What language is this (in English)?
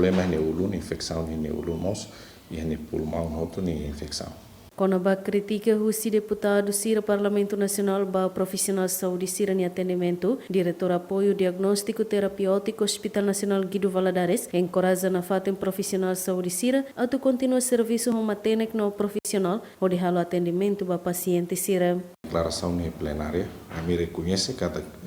Tetum